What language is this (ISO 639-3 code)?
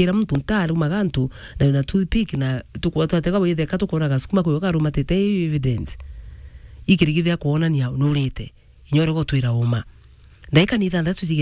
mer